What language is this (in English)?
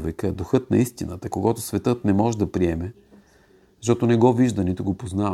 Bulgarian